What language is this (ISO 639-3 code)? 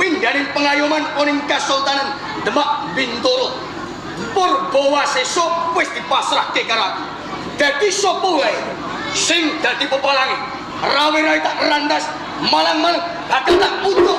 jav